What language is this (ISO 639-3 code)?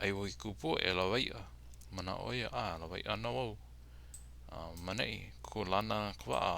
haw